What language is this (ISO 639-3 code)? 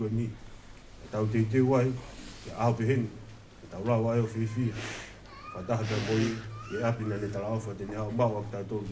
ton